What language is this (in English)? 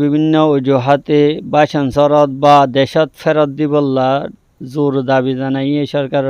Rohingya